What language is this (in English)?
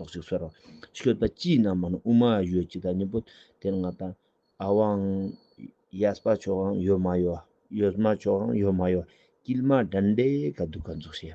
Ladakhi